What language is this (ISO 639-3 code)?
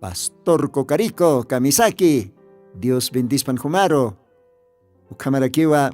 aym